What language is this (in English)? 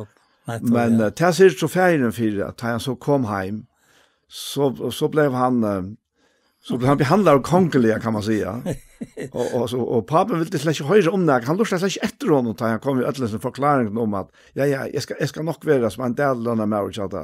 Faroese